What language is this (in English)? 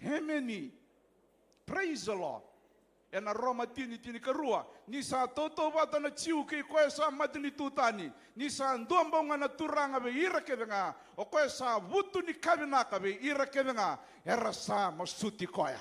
Fijian